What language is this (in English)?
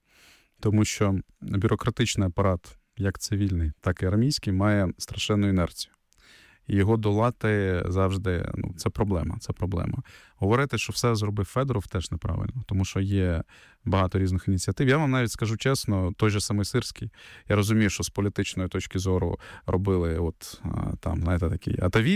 Ukrainian